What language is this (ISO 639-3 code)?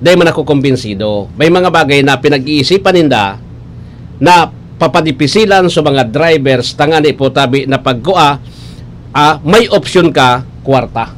bik